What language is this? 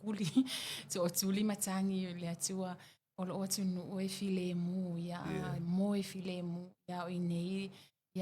Samoan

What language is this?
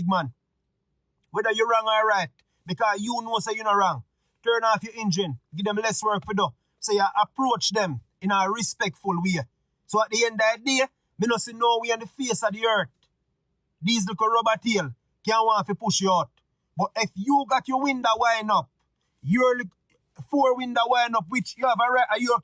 Jamaican Creole English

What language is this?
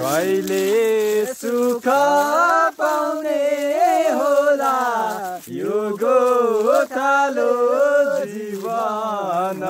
Nepali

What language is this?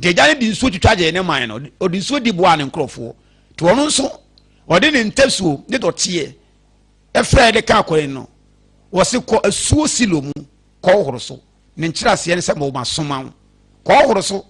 Akan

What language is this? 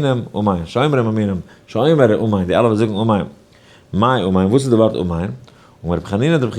Yiddish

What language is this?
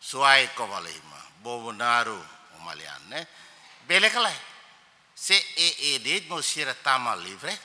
Tetum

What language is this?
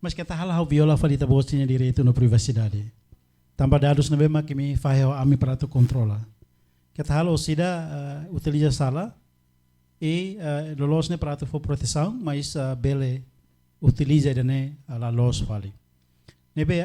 Tetum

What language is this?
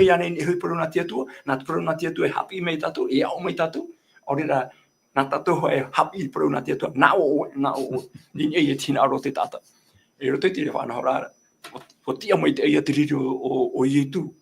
Tahitian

